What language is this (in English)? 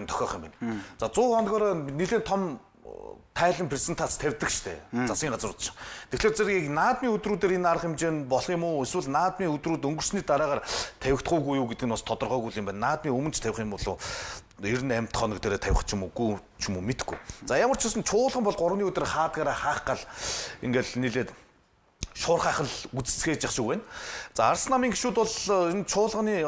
Mongolian